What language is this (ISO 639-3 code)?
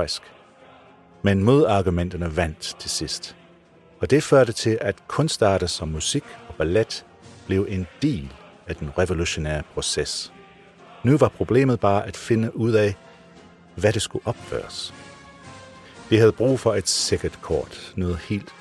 dan